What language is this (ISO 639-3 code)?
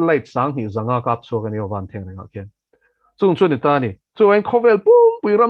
lus